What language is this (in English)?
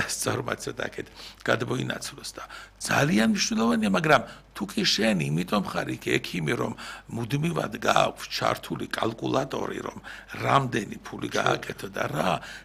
Georgian